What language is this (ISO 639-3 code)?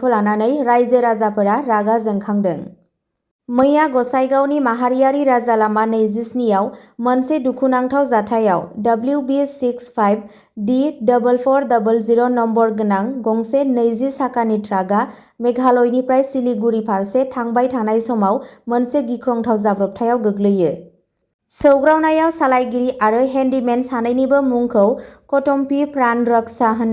brx